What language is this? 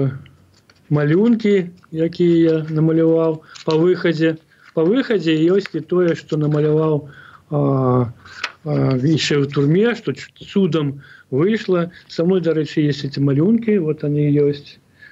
Belarusian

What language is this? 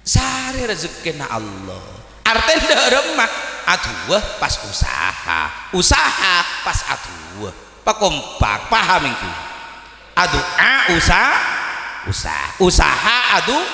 Madurese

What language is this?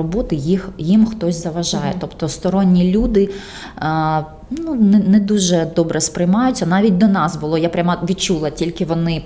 Ukrainian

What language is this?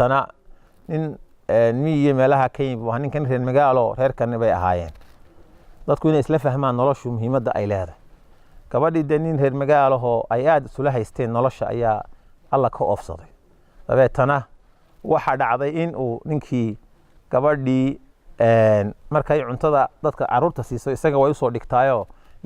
Somali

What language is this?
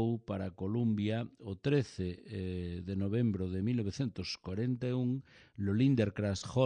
Galician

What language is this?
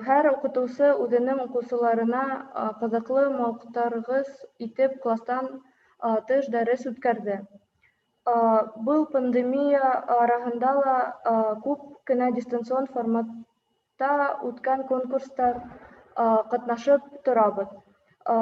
Bashkir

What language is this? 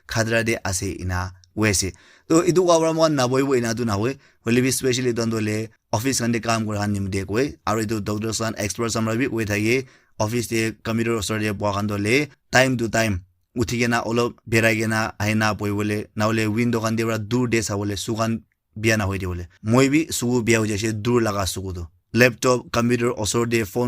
Naga Pidgin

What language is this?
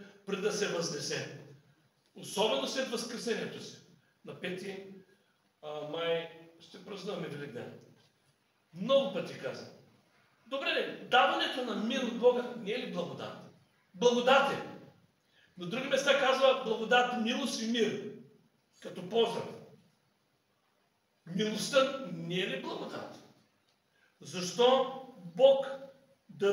Bulgarian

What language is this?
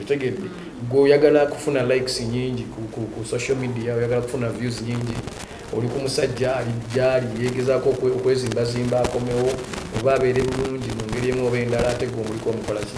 Ganda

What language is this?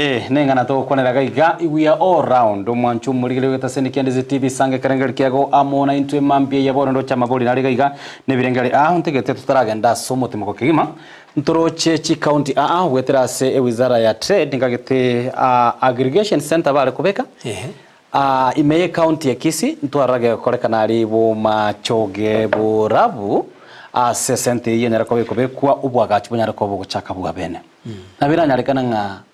Gusii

